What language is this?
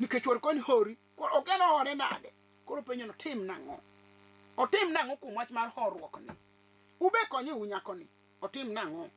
Luo (Kenya and Tanzania)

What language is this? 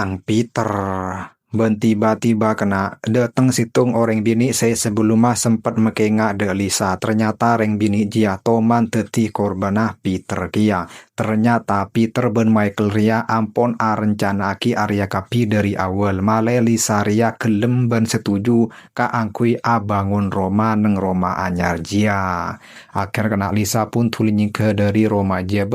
Madurese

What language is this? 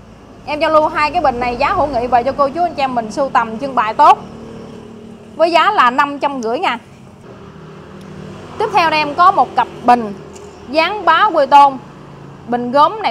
Vietnamese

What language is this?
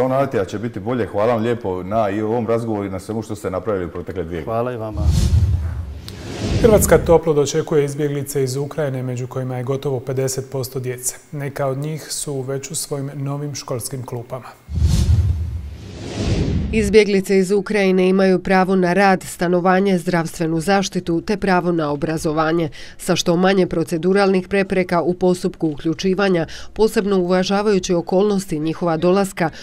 Croatian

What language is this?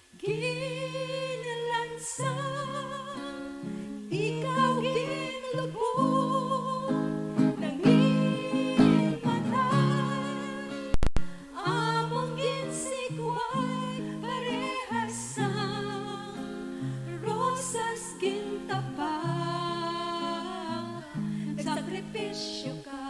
Hiligaynon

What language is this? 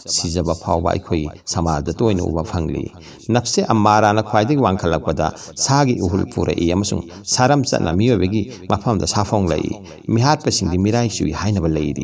Manipuri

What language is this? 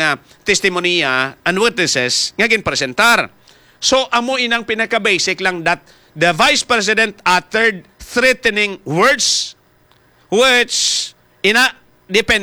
Hiligaynon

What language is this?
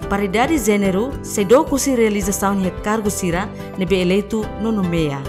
Tetum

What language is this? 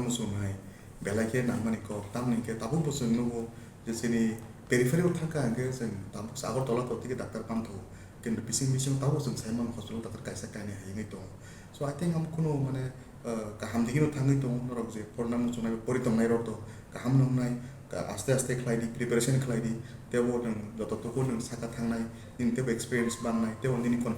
Kok Borok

